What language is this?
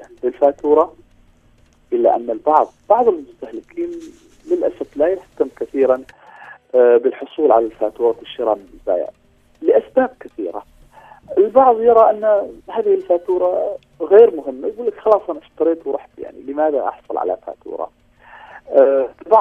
Arabic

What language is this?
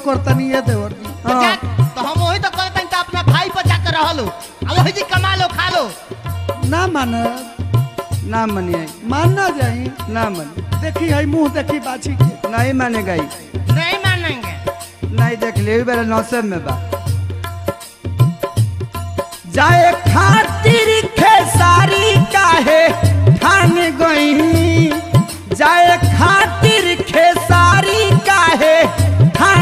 Bhojpuri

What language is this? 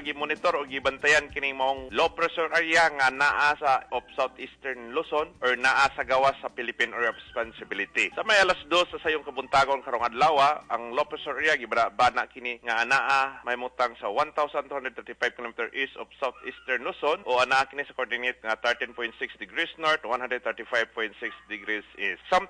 Cebuano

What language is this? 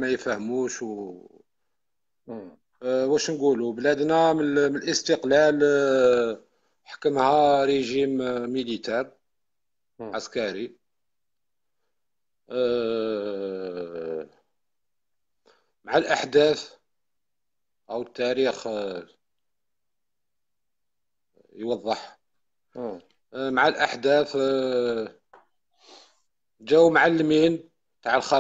Algerian Arabic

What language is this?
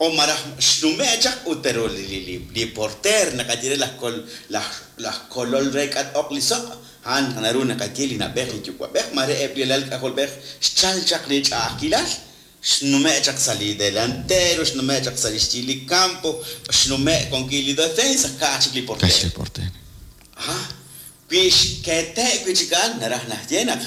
Kekchí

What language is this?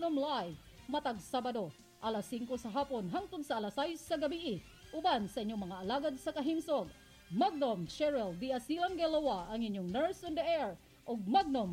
Cebuano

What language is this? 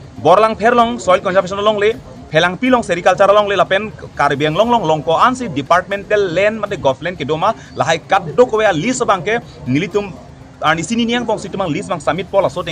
Karbi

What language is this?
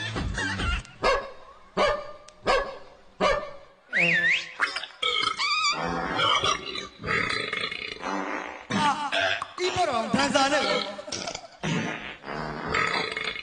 Burmese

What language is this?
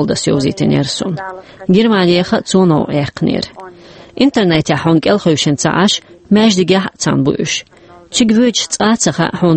Chechen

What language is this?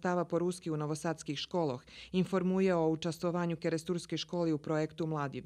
Rusyn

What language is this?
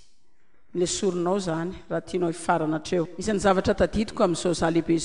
Malagasy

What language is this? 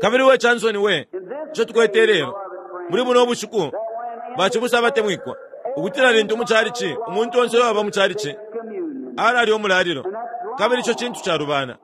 Bemba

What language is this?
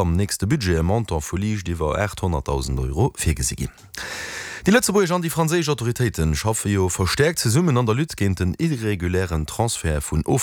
Luxembourgish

